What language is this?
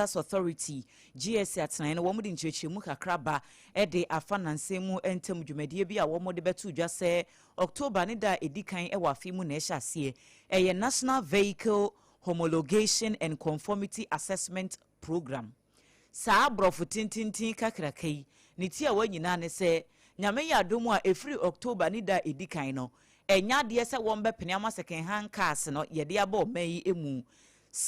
Akan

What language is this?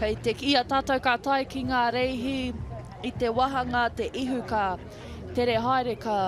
Māori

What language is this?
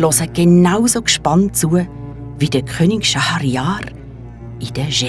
Swiss German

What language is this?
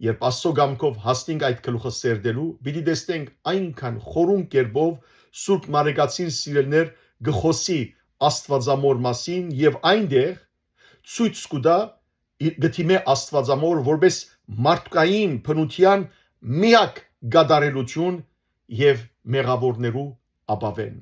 Western Armenian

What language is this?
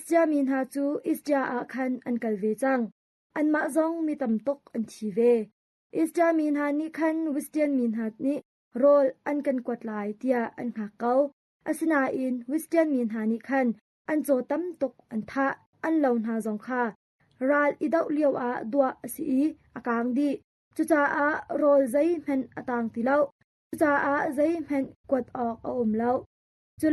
Hakha Chin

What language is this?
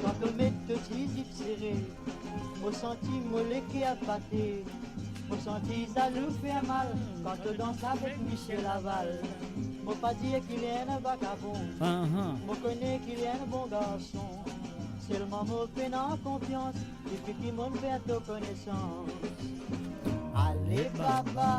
Morisyen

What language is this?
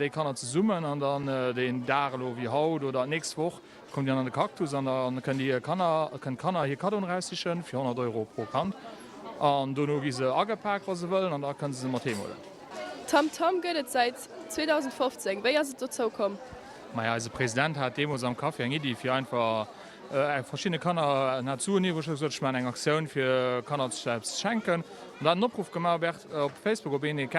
Luxembourgish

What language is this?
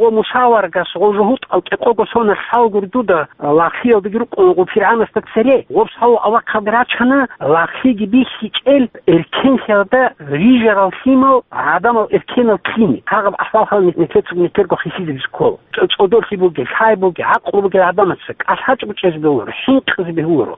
Avaric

